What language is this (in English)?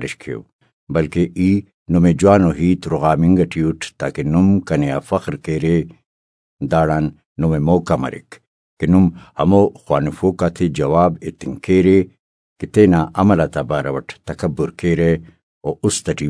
Brahui